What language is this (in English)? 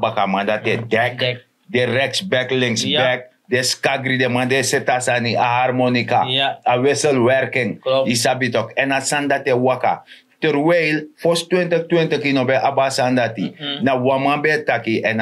Sranan Tongo